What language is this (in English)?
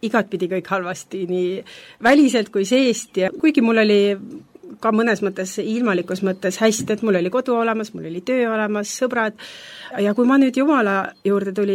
Estonian